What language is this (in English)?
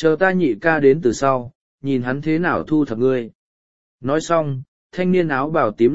Vietnamese